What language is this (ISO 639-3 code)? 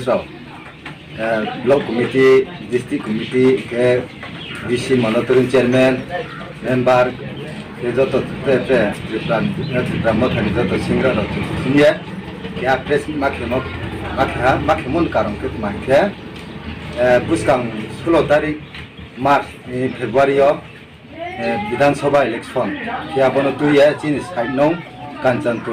ria